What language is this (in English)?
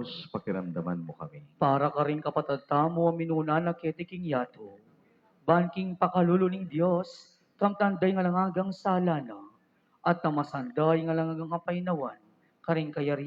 Pampanga